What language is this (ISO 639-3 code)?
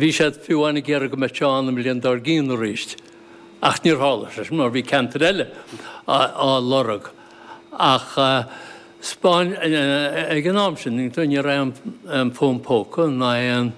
gle